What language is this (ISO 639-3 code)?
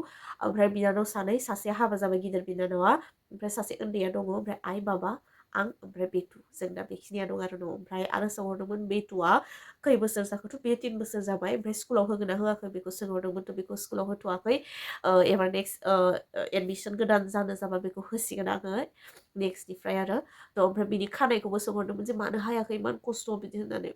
brx